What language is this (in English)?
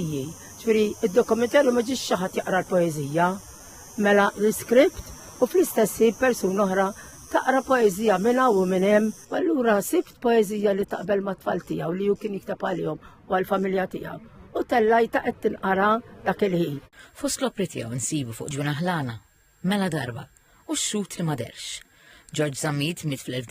Maltese